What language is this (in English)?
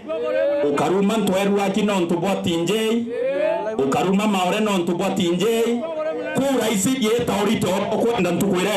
Meru